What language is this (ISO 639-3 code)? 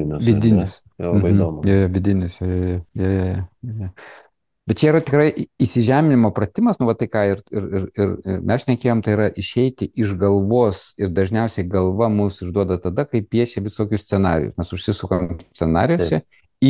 lit